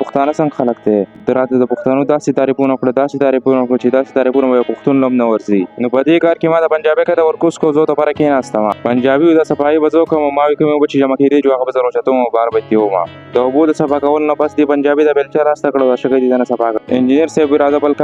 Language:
Pashto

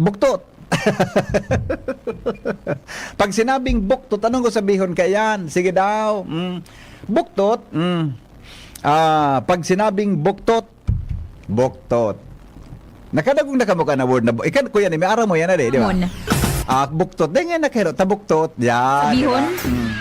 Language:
Bikol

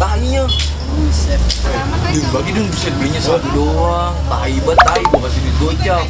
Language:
Betawi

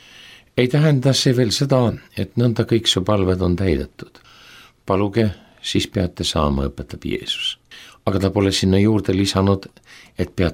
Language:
Estonian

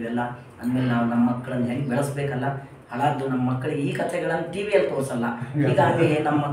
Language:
Kannada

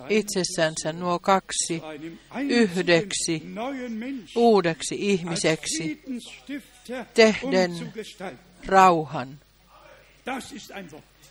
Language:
Finnish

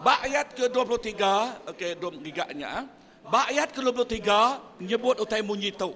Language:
Iban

